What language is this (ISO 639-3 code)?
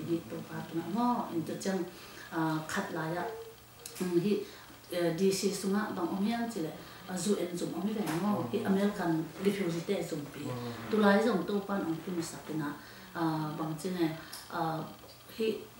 ctd